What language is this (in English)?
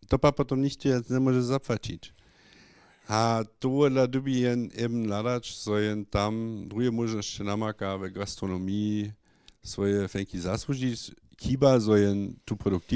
Upper Sorbian